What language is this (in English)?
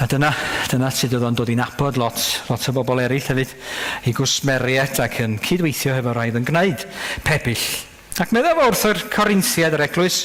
Welsh